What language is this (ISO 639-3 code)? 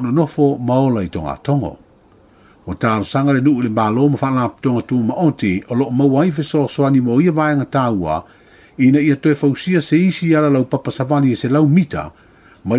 smo